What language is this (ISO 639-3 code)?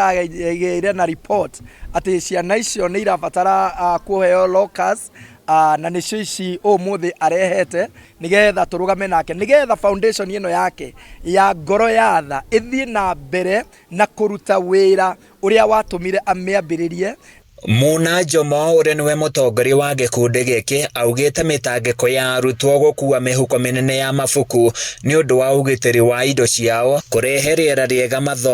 kik